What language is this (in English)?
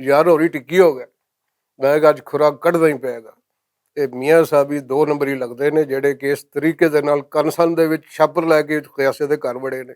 Western Panjabi